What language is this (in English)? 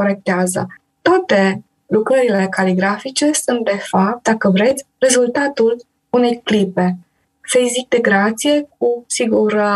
Romanian